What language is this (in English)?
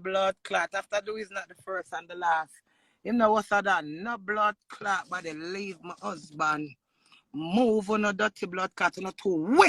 Jamaican Creole English